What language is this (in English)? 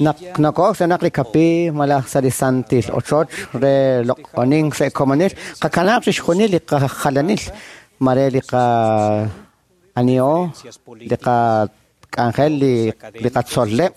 Kekchí